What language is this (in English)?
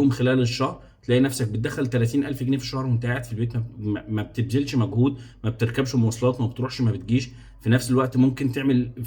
Egyptian Arabic